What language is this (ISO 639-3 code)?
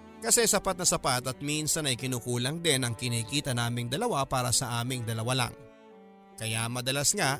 fil